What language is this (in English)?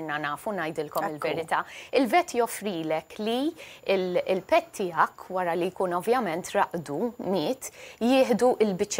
Maltese